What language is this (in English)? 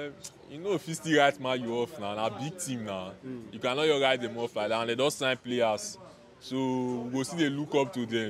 Nigerian Pidgin